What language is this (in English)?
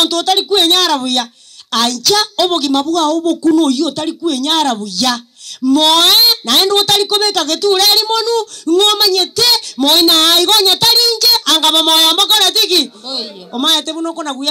Gusii